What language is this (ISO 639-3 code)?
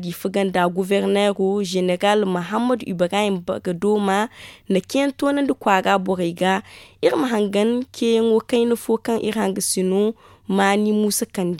dje